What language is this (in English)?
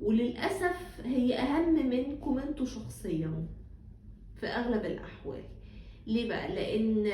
Egyptian Arabic